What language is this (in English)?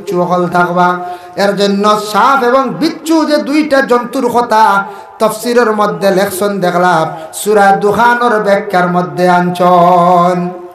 Sylheti